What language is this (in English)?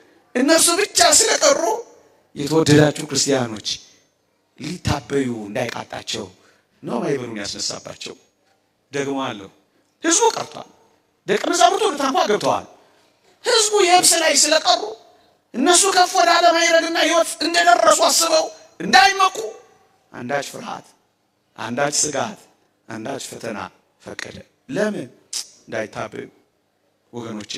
Amharic